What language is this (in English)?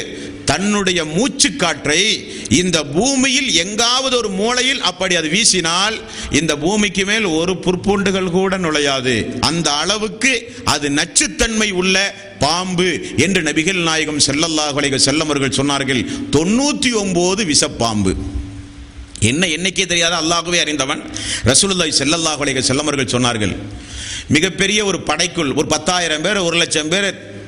Tamil